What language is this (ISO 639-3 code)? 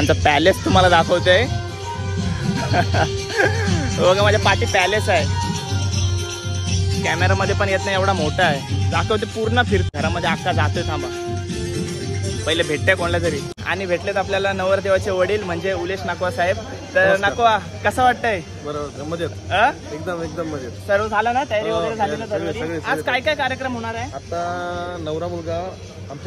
mar